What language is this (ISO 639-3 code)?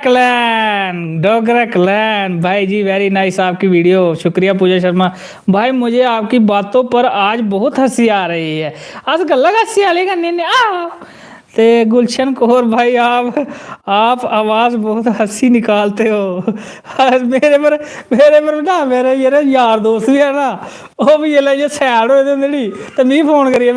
doi